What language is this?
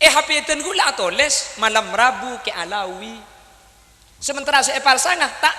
Madurese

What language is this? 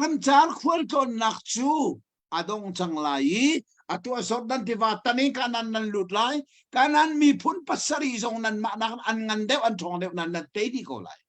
Hakha Chin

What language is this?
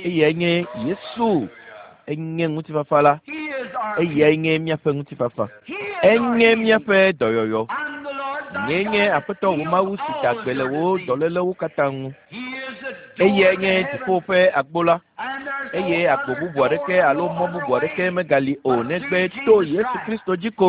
Ewe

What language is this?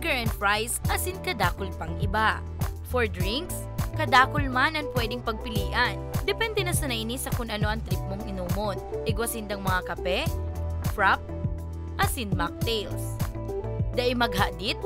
Bikol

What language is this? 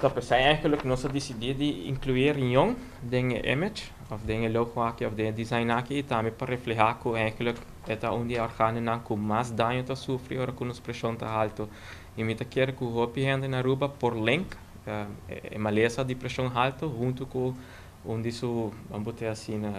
Papiamento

